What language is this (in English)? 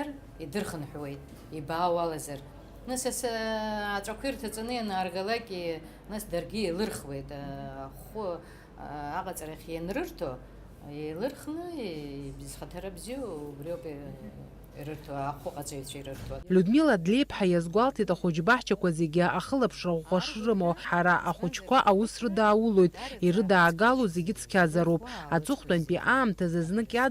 Abkhazian